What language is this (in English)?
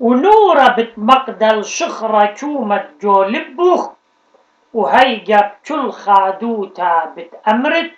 Assyrian Neo-Aramaic